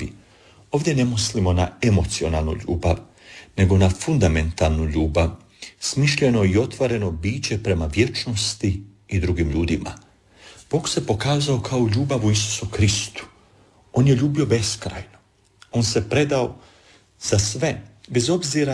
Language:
Croatian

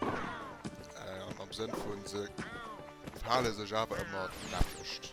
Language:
Luxembourgish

